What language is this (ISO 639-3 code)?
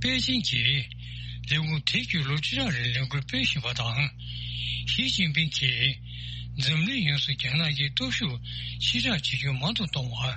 bod